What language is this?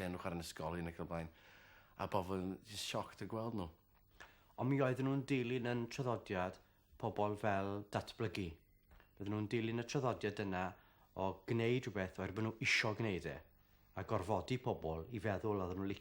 Welsh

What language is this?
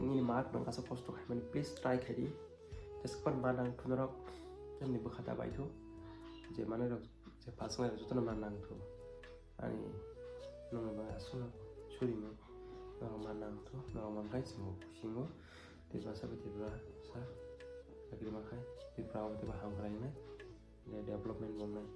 Kok Borok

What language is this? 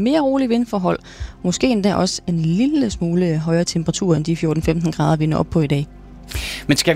Danish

